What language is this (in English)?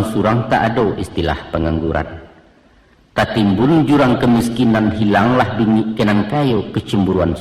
Minangkabau